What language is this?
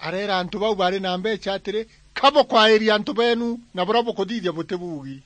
Meru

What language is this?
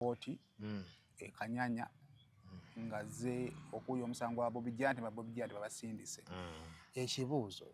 Ganda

